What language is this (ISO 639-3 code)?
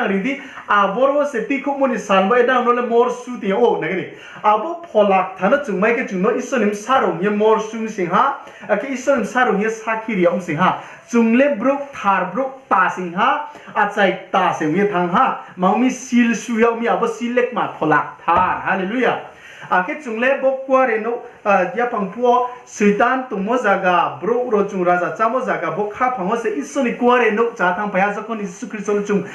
ria